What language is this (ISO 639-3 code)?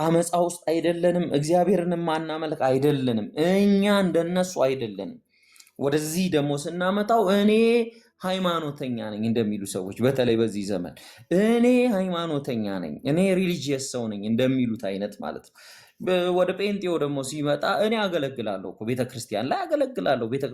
amh